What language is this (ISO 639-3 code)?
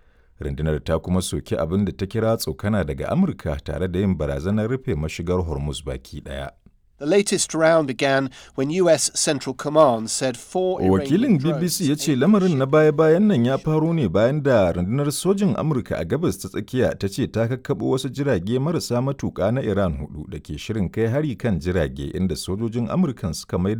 hau